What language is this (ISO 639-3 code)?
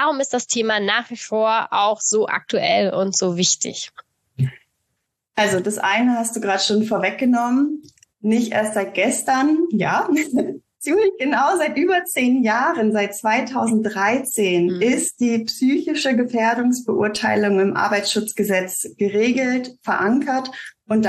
deu